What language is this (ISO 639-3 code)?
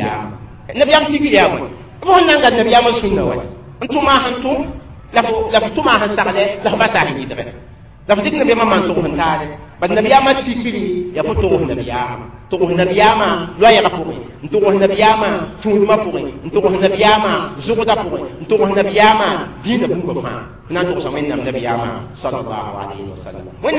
mos